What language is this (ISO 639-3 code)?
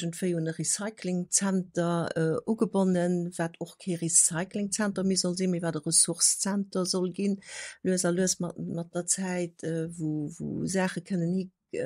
ltz